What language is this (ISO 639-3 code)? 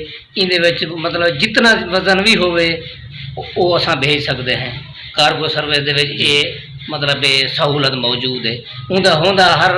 skr